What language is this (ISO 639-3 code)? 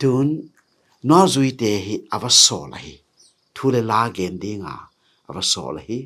ctd